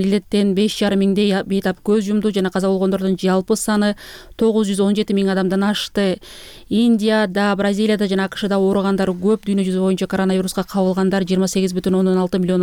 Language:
Kyrgyz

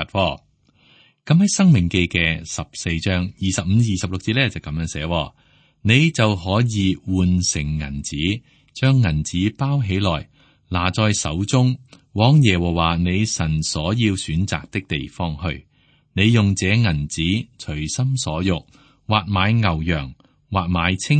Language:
Cantonese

